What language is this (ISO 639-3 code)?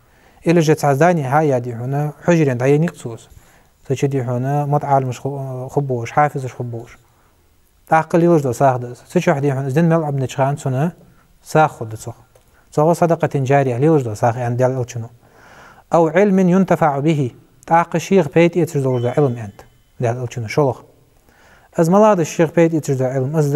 inh